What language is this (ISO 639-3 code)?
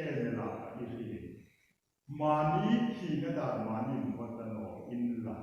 hmr